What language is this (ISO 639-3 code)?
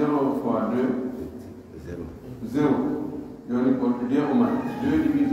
fuf